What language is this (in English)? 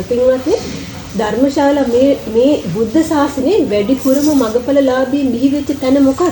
Sinhala